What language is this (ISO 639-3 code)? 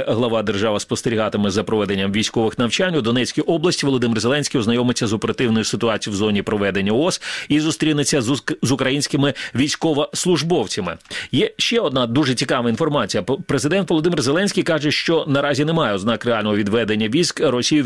ukr